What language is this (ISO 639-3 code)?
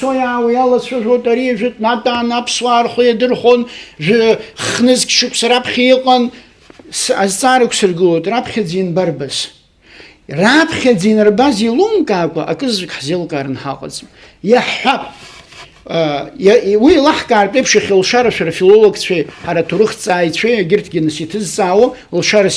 abk